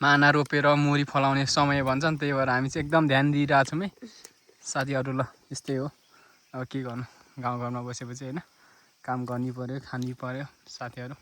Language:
Nepali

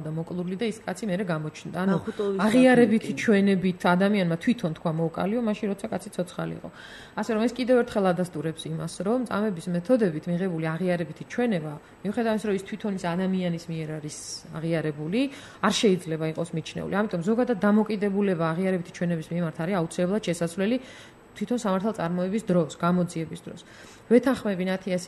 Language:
Georgian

